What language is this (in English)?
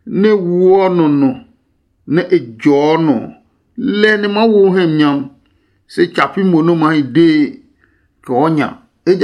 Adangme